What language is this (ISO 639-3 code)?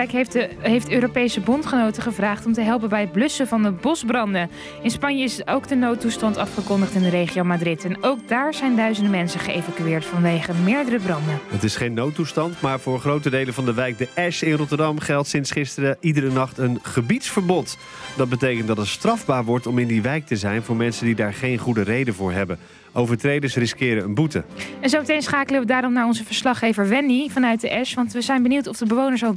nld